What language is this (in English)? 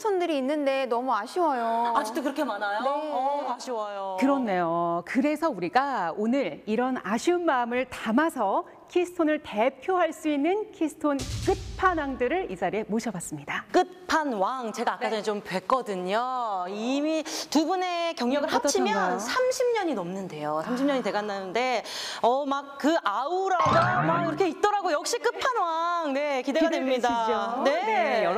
Korean